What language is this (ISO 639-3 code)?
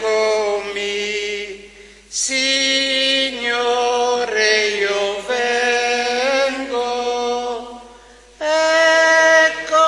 ita